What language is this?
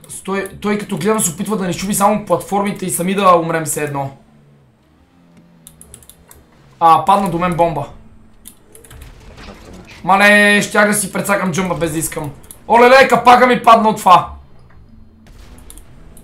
Bulgarian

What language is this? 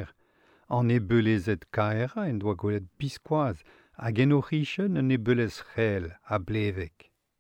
Breton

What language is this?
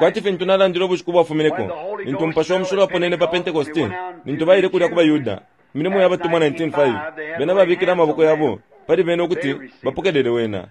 Bemba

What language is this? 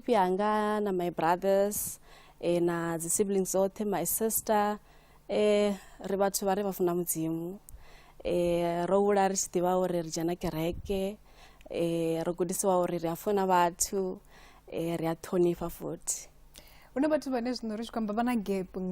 Venda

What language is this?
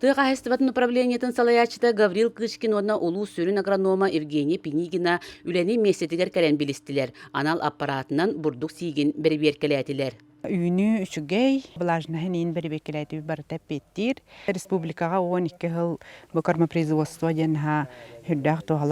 Yakut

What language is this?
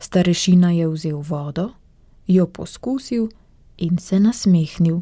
Slovenian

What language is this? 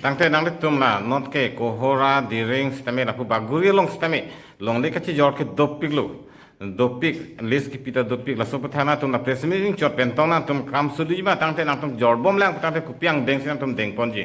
Karbi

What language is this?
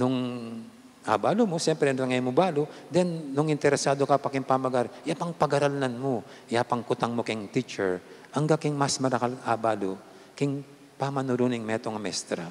Pampanga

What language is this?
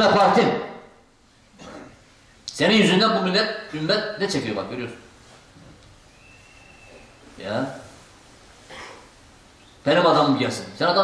Turkish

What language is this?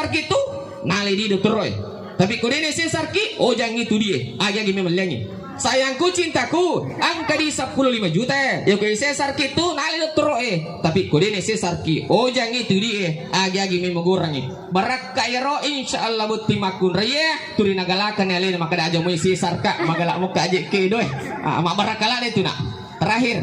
Buginese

